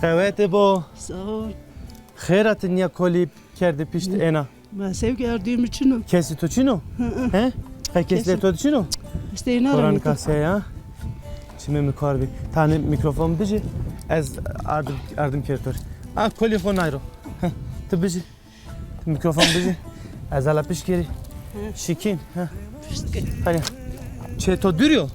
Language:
Zaza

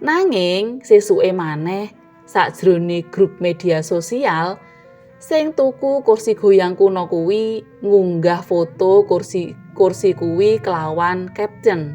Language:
Javanese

